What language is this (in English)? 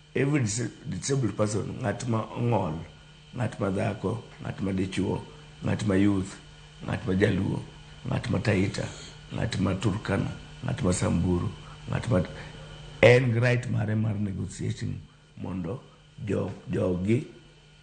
Luo (Kenya and Tanzania)